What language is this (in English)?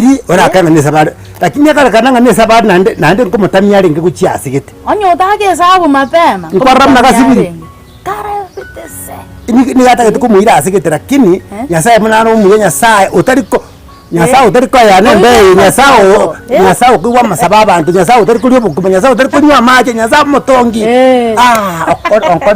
Gusii